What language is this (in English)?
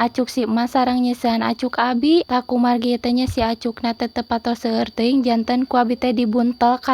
Sundanese